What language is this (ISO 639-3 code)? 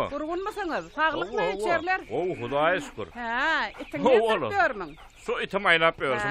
tuk